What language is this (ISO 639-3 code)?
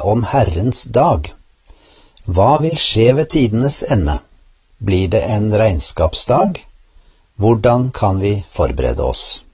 nor